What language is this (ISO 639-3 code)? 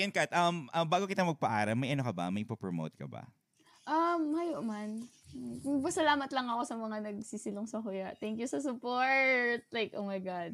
bik